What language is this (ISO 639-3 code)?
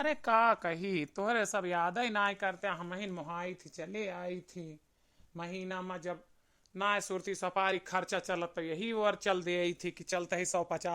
awa